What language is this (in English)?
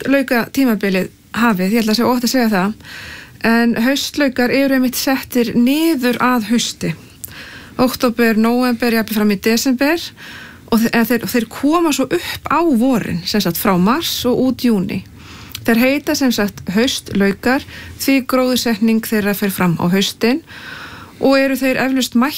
Icelandic